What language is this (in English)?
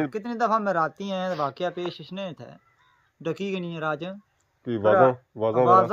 Pahari-Potwari